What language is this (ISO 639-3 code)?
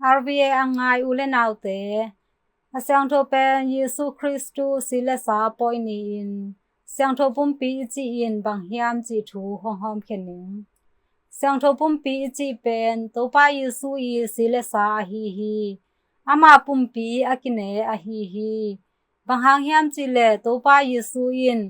ctd